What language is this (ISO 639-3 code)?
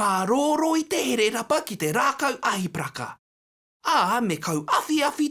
mri